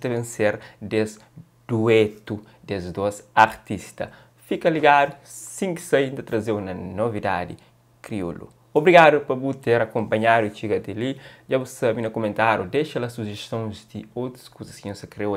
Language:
Kabuverdianu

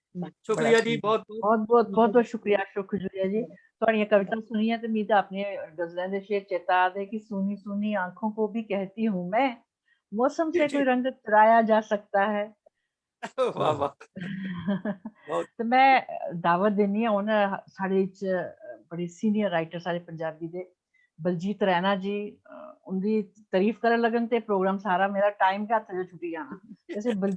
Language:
Dogri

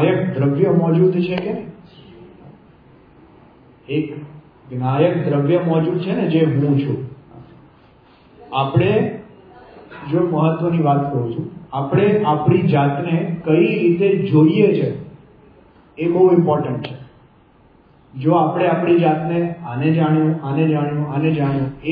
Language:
Gujarati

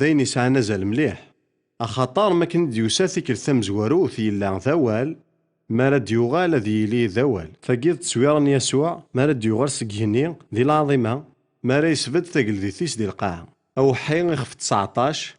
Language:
Kabyle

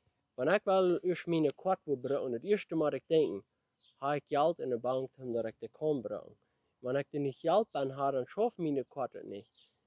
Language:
Plautdietsch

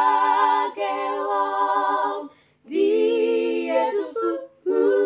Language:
Nyanja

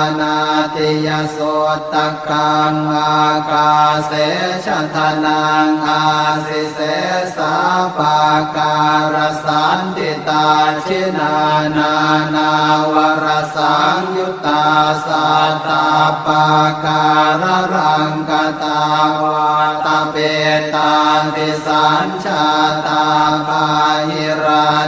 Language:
Pali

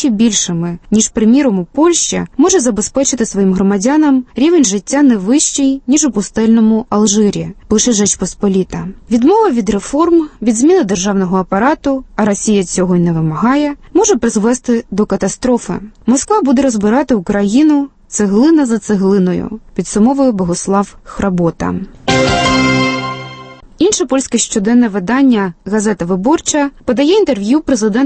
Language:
Ukrainian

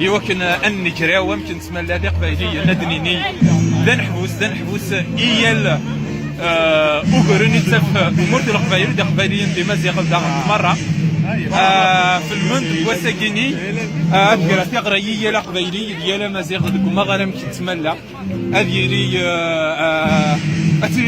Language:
Kabyle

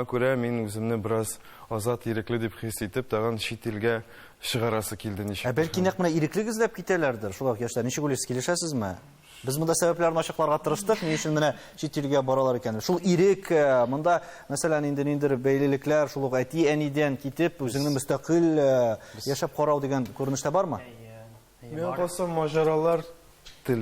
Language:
Tatar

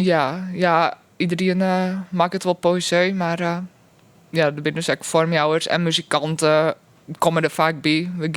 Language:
Western Frisian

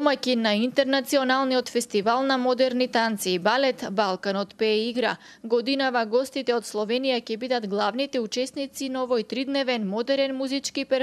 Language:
Macedonian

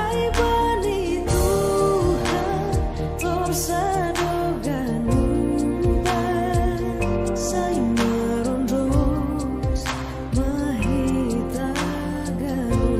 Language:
Batak Simalungun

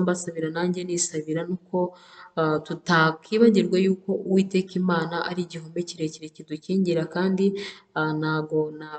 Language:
Kinyarwanda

